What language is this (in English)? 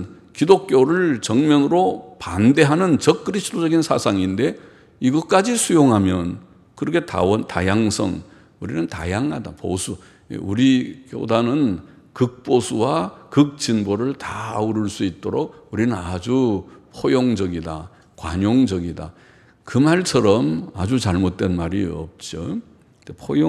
Korean